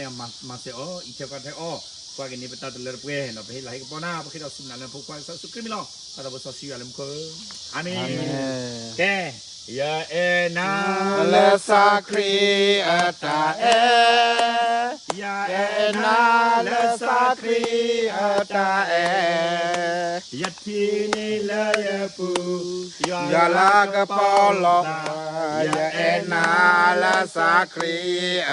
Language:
S'gaw Karen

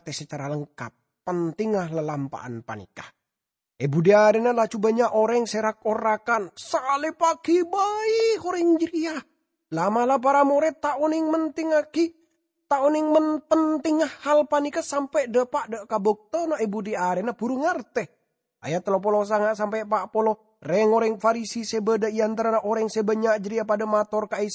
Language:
Madurese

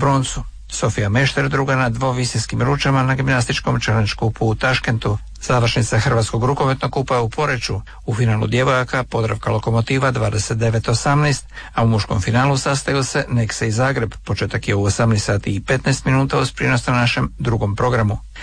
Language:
Croatian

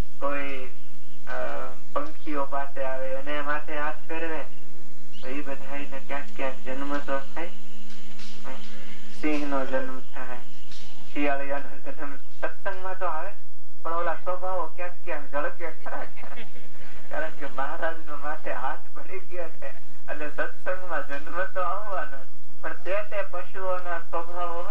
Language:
Gujarati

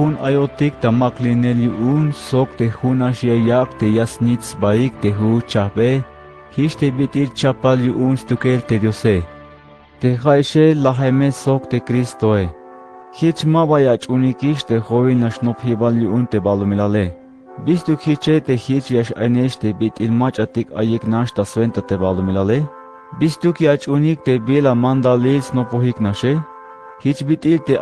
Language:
Tzeltal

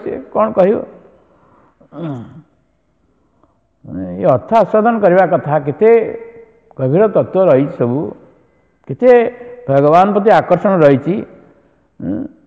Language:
Odia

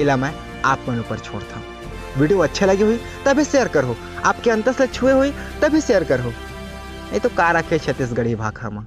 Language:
Chhattisgarhi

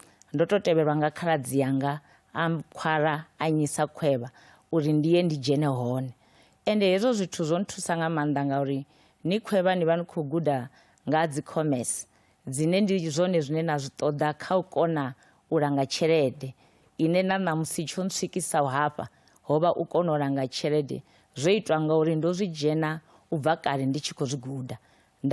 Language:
Venda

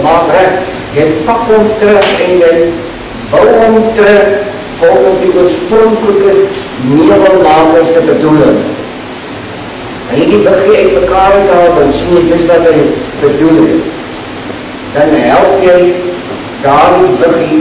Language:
Afrikaans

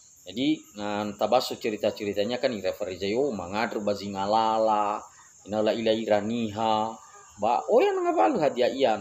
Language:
Nias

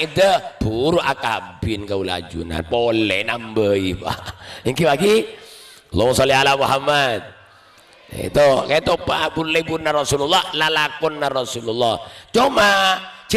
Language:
Madurese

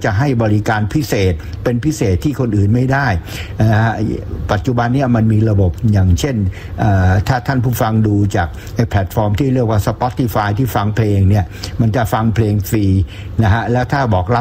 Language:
Thai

